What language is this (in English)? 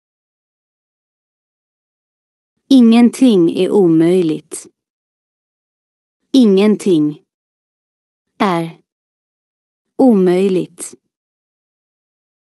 Swedish